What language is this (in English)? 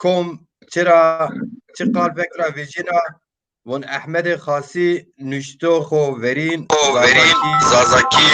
Zaza